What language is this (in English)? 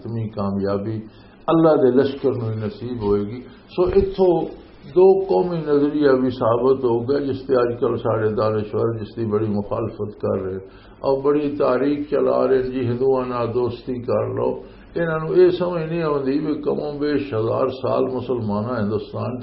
Western Panjabi